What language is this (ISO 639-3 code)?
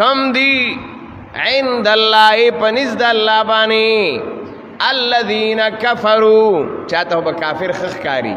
pus